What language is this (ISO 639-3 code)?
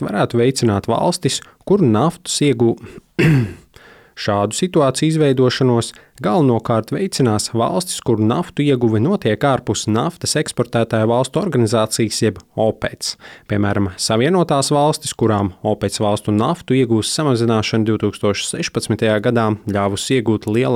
lav